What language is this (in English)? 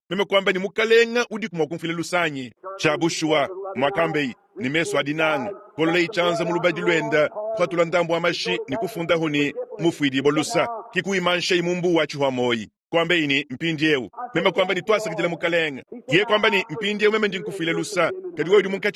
Luba-Lulua